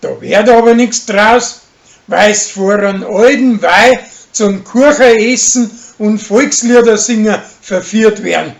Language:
Bavarian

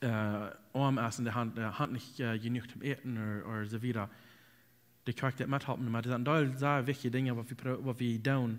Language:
Plautdietsch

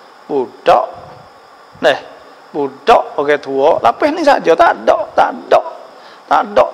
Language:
Pattani Malay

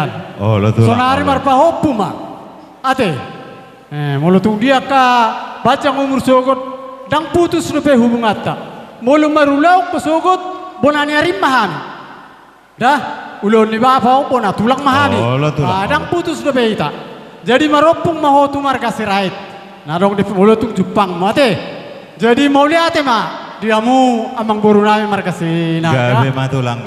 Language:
Batak Toba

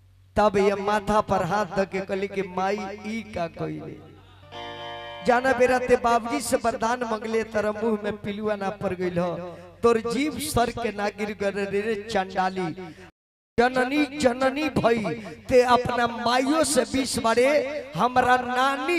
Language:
Bhojpuri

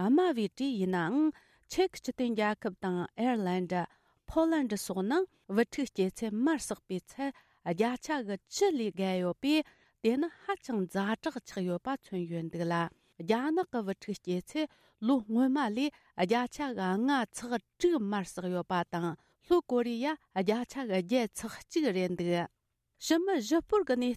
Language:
Tibetan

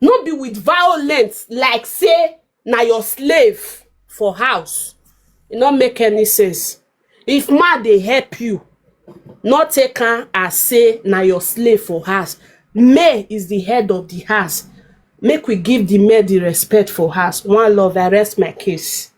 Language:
Nigerian Pidgin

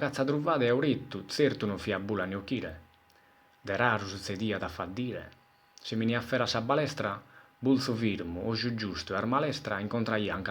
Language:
Sardinian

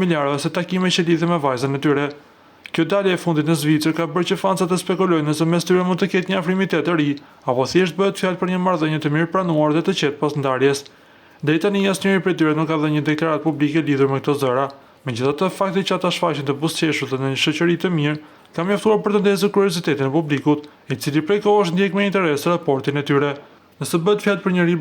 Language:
Albanian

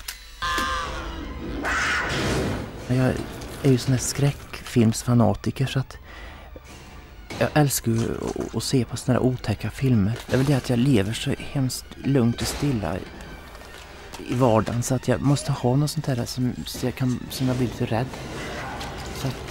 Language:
Swedish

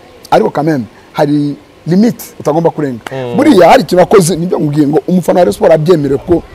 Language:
Kinyarwanda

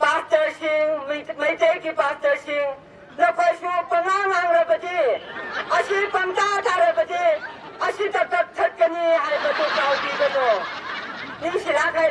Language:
Tangkhul Naga (India)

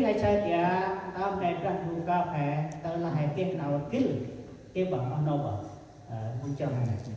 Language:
Central Mnong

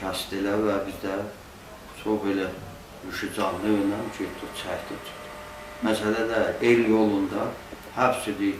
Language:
South Azerbaijani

